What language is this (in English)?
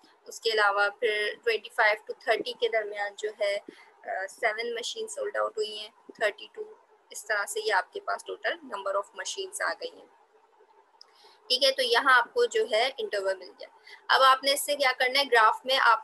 Hindi